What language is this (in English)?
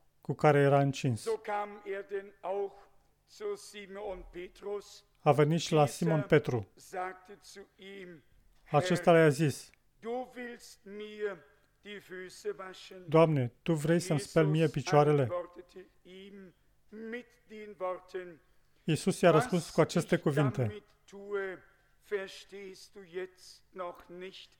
Romanian